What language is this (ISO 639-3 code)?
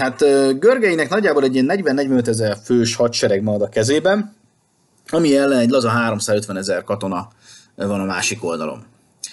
hun